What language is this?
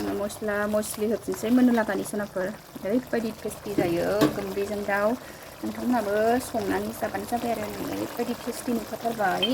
Bodo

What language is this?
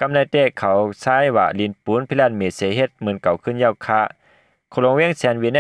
Shan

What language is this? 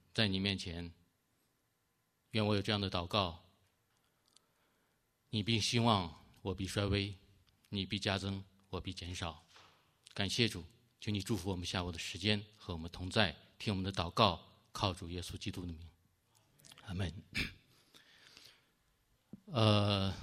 Chinese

